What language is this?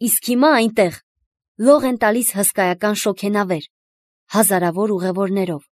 Armenian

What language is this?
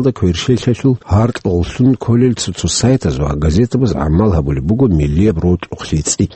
Avaric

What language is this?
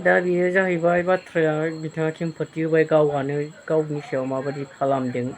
Bodo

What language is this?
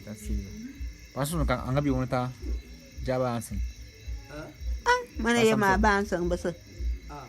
Bulu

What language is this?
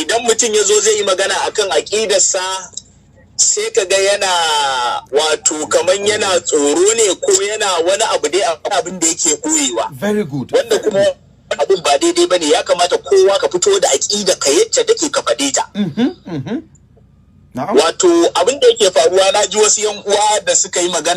Hausa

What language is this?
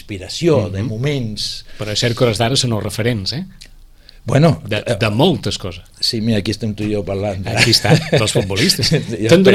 Catalan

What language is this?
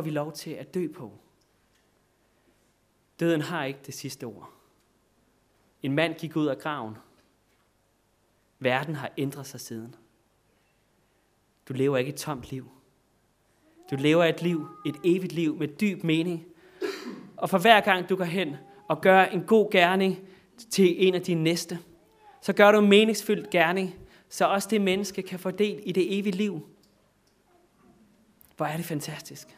Danish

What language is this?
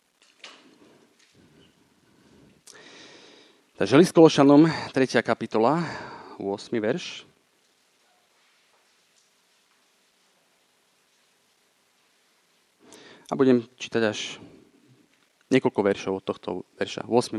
Slovak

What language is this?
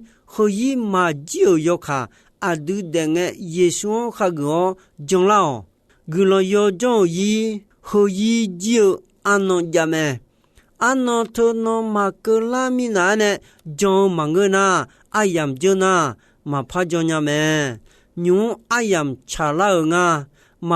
Akha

